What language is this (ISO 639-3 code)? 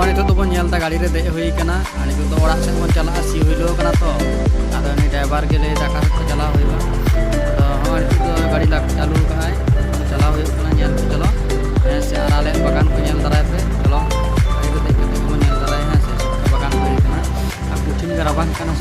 sat